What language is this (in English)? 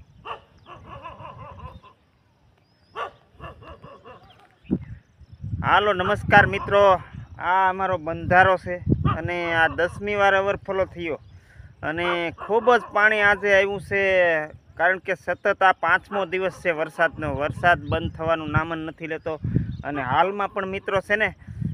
Gujarati